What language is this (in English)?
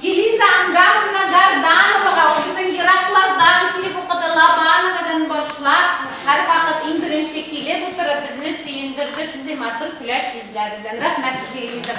Tatar